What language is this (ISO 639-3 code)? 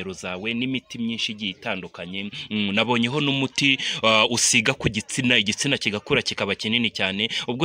kin